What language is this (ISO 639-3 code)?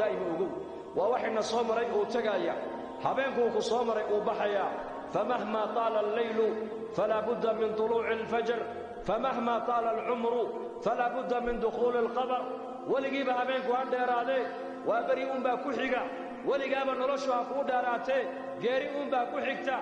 som